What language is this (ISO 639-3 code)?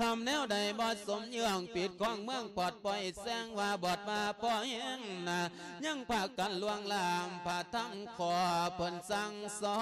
lao